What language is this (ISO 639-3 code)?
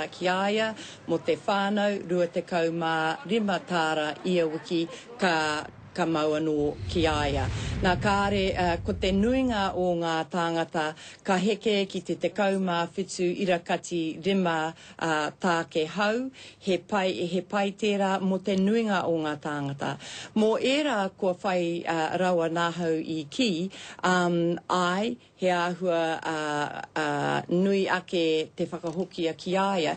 mri